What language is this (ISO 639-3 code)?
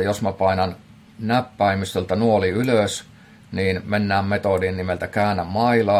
fin